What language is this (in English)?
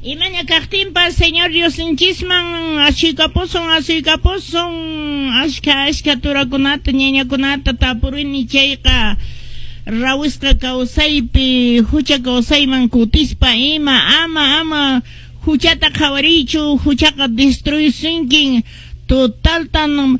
Quechua